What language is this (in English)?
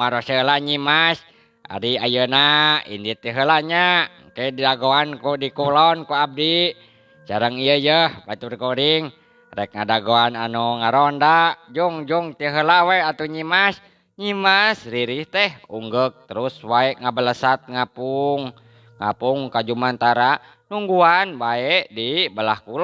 Sundanese